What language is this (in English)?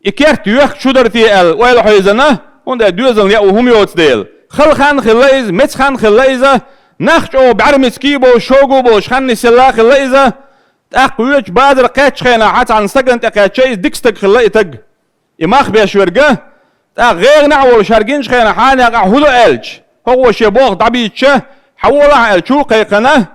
Chechen